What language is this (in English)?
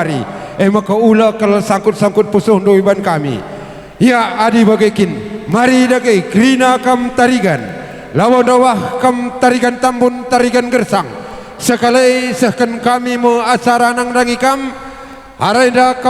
Batak Karo